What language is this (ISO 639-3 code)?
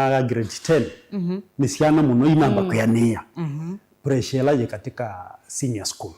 kam